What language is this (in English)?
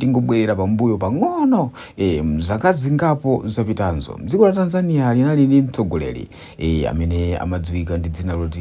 Nyanja